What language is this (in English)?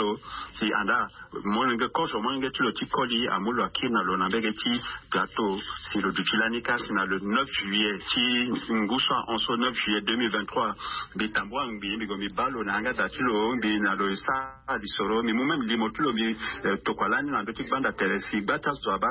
Sango